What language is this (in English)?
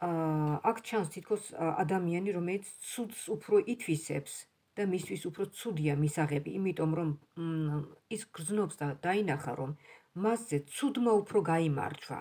Georgian